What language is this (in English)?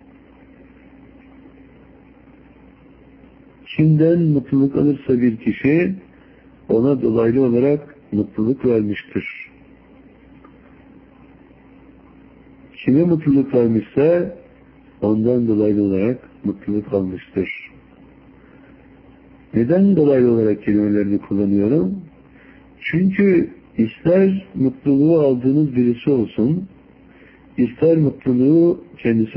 Turkish